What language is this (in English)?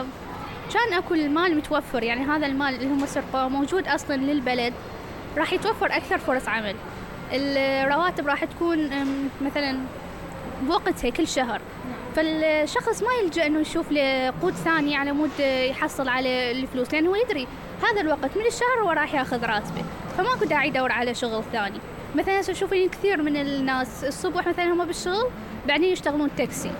Mesopotamian Arabic